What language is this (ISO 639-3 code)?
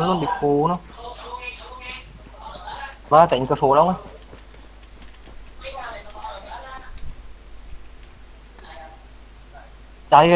vie